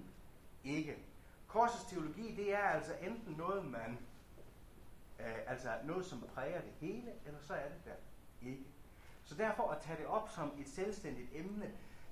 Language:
Danish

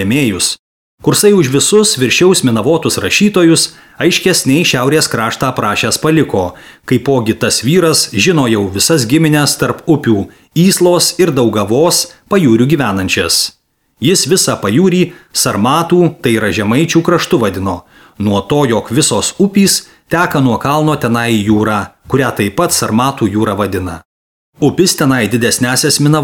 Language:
Lithuanian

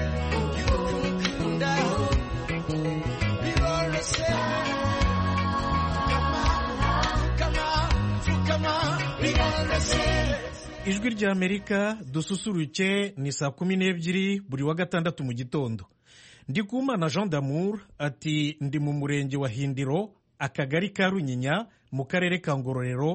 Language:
Kinyarwanda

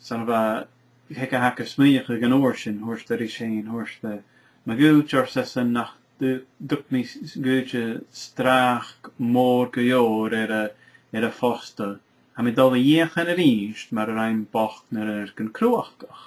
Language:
Scottish Gaelic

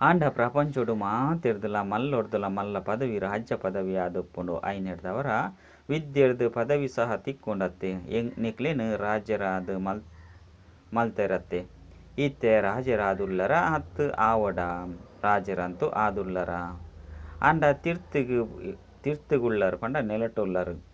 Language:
Tulu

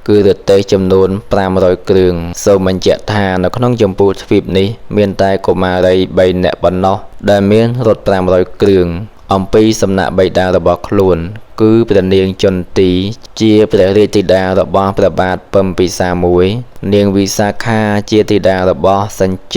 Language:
Khmer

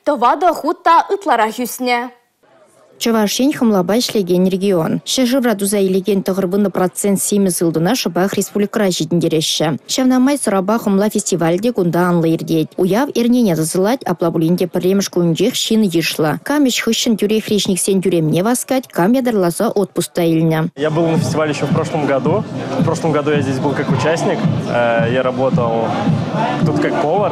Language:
Chuvash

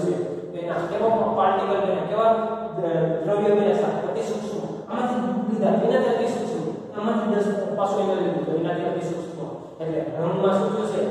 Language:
Gujarati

